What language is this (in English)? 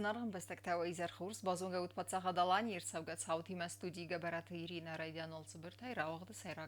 Ossetic